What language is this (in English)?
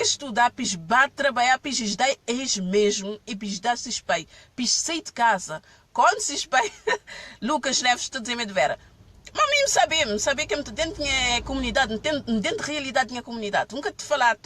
Kabuverdianu